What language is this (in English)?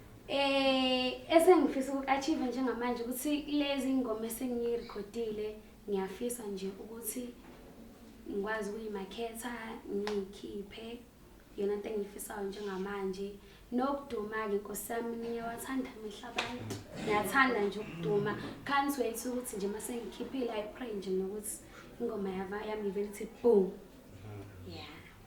Zulu